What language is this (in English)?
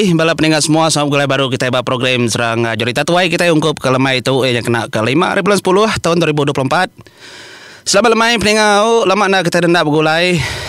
Iban